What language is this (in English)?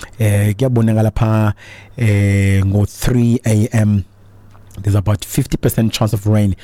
Xhosa